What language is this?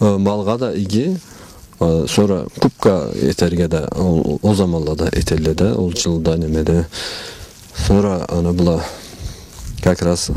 Karachay-Balkar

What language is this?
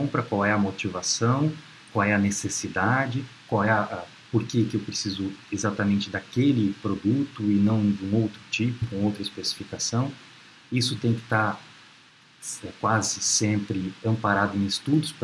Portuguese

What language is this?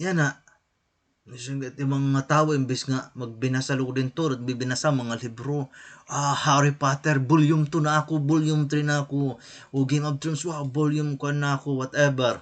Waray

